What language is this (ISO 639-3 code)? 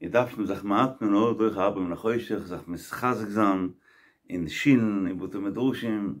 yid